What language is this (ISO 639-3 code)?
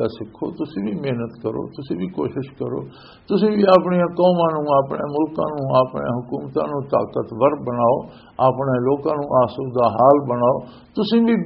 lah